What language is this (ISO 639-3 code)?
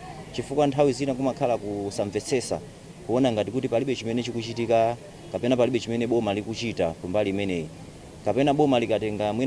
nya